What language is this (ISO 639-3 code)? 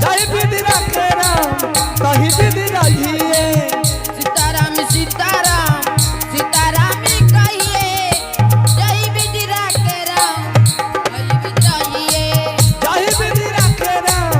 anp